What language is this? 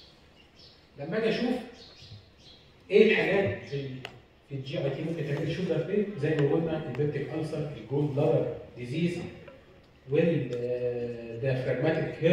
Egyptian Arabic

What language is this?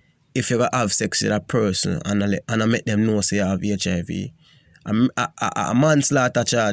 Jamaican Creole English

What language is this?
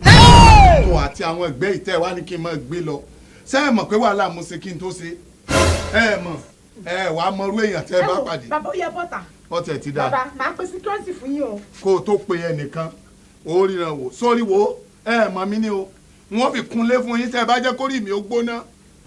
Yoruba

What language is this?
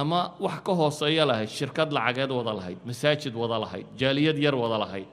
Somali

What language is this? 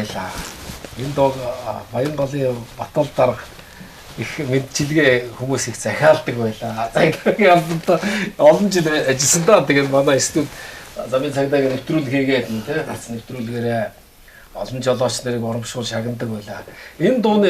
Mongolian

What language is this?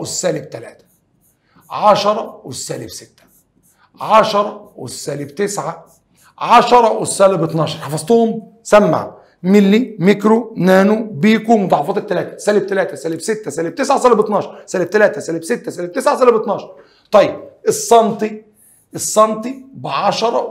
Egyptian Arabic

